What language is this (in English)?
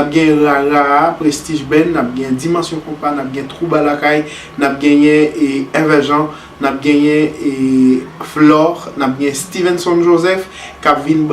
Haitian Creole